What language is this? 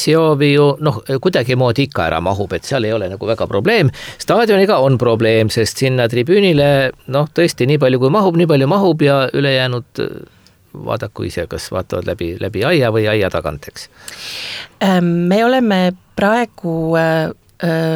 Estonian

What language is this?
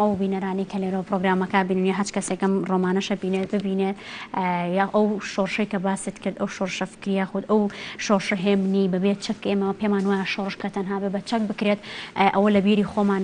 Central Kurdish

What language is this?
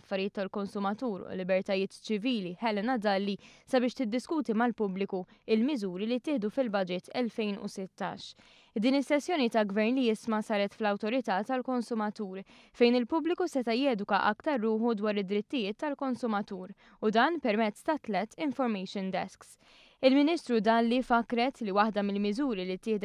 Maltese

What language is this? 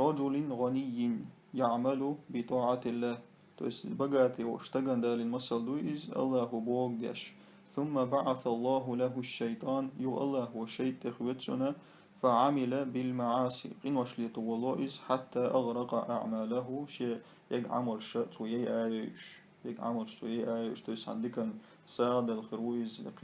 Chechen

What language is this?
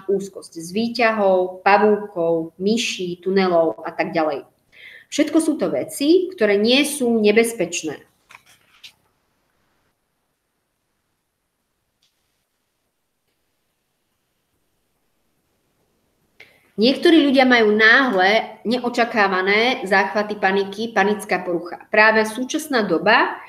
Slovak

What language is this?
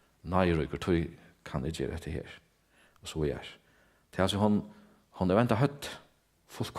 Faroese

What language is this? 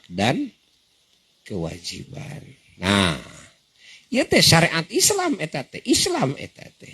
Sundanese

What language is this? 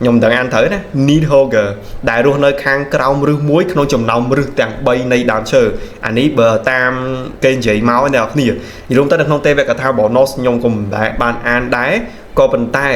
Khmer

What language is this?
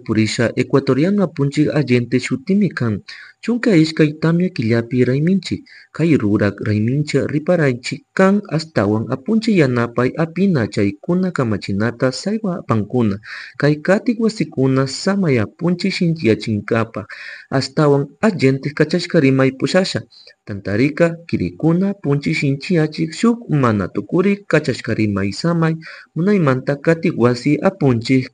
Chimborazo Highland Quichua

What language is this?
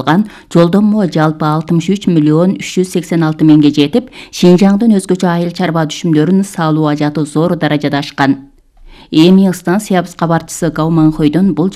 Kyrgyz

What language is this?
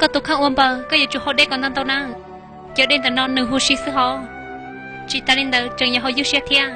Hmong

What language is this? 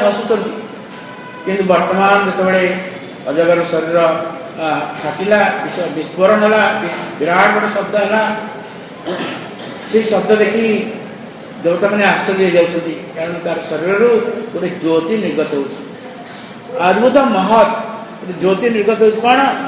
Odia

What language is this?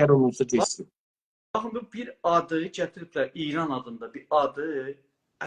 South Azerbaijani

